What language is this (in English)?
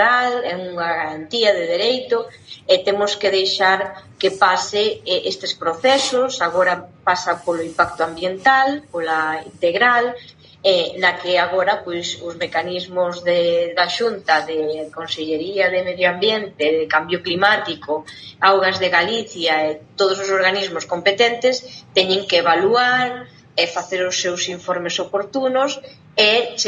Galician